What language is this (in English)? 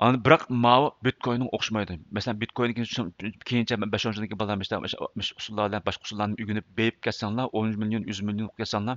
Uyghur